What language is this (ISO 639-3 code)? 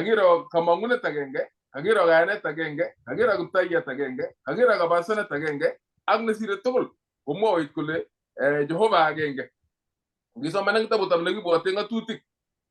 kln